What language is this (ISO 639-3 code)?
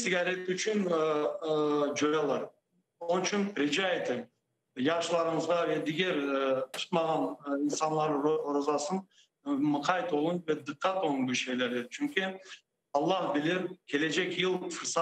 crh